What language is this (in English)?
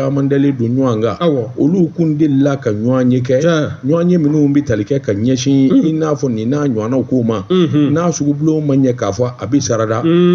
Bambara